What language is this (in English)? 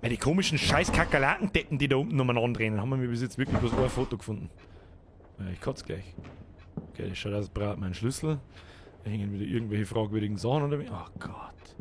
Bavarian